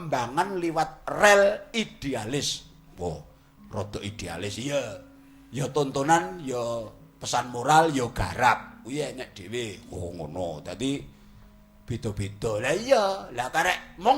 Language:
Javanese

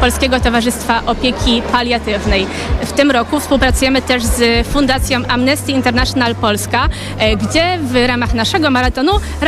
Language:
Polish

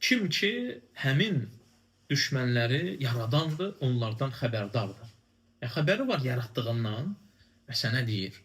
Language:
Azerbaijani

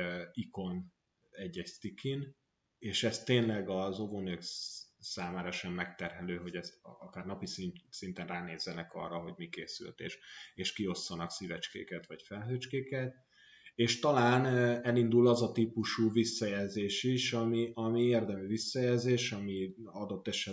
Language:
Hungarian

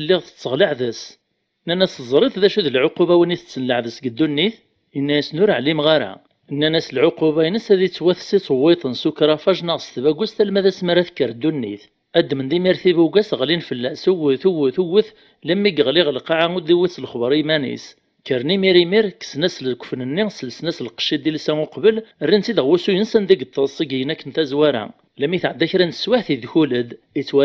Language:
Kabyle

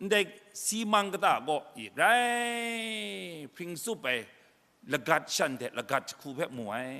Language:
Kachin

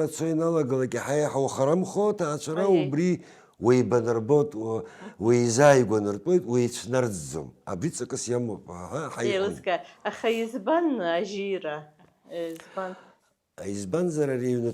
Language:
Abkhazian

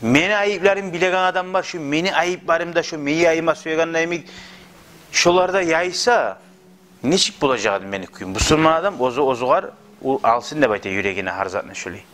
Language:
Kumyk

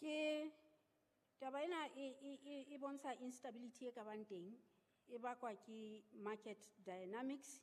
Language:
Southern Sotho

